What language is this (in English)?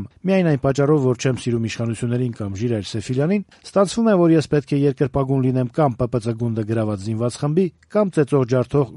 Armenian